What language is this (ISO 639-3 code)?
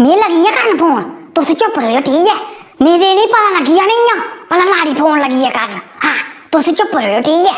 doi